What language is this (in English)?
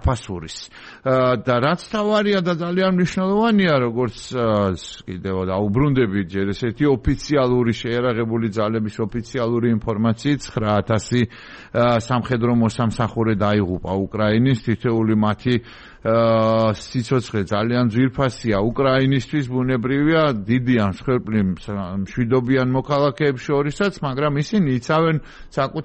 Georgian